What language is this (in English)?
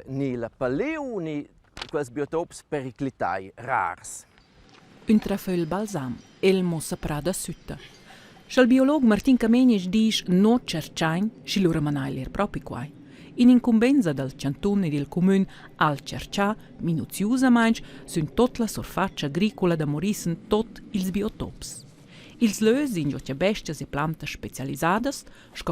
Romansh